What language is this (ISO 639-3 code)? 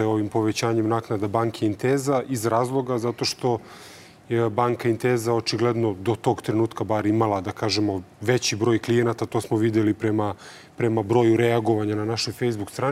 srp